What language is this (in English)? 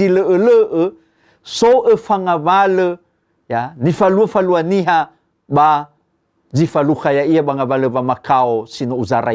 Nias